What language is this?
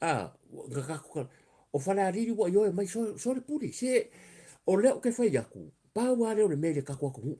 Samoan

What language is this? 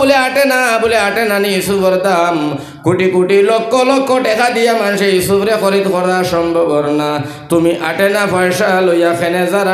Sylheti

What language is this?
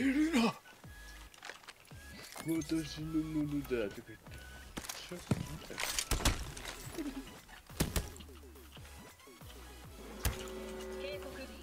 Japanese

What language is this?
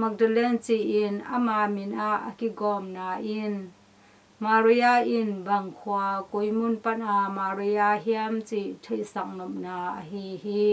Tedim Chin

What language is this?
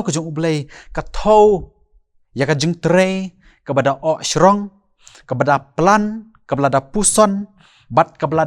Khasi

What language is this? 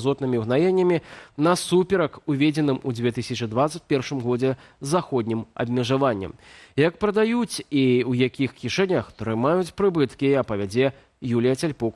Belarusian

